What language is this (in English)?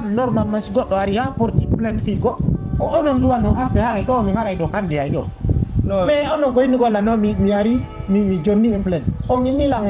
Fula